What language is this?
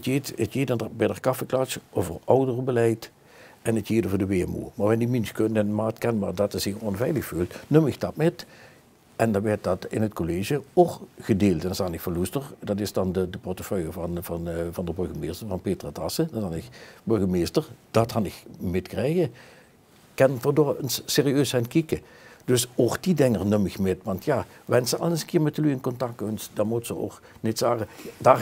Limburgish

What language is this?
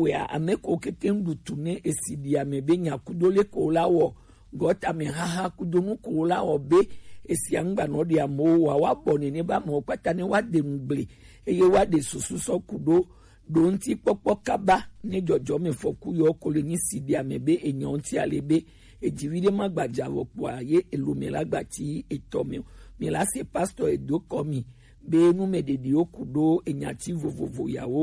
Gen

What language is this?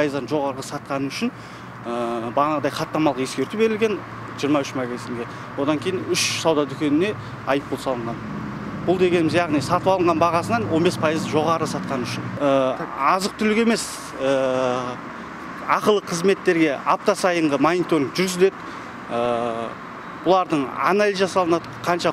Kazakh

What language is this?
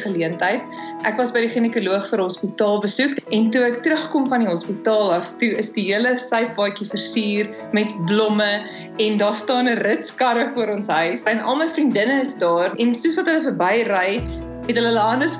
Afrikaans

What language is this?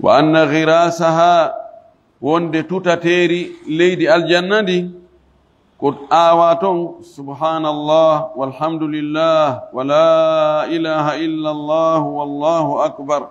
Fula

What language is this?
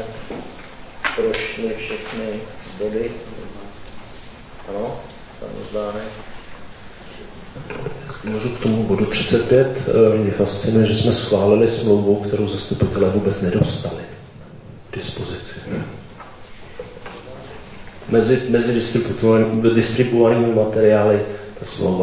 Czech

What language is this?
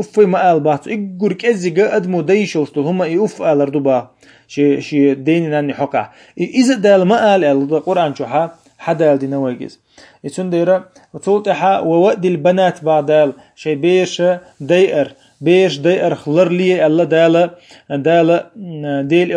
Chechen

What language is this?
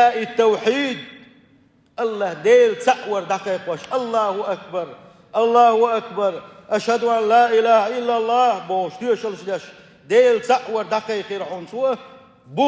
Chechen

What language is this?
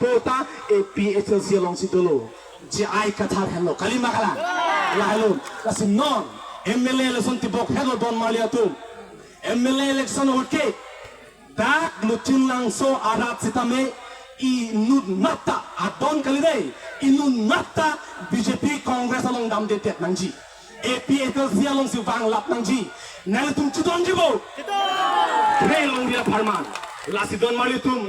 Karbi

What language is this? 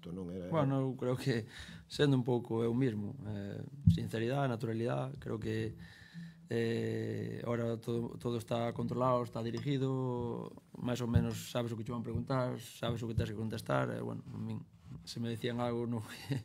Galician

